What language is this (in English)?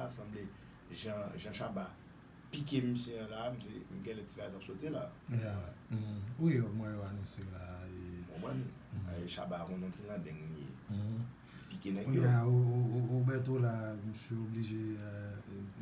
Haitian Creole